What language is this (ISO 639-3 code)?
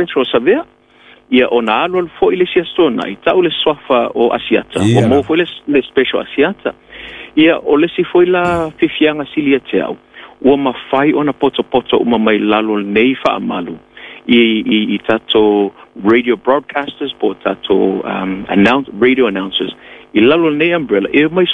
smo